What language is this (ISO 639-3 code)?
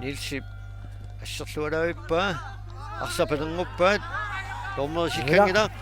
kal